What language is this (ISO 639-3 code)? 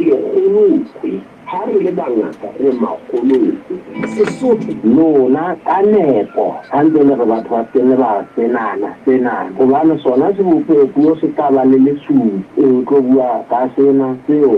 sot